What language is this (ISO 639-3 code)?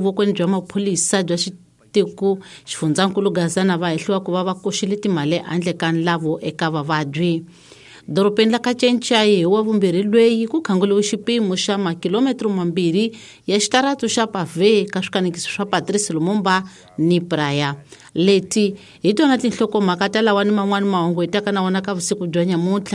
tso